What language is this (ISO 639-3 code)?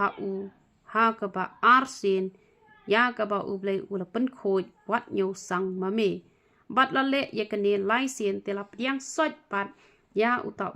kha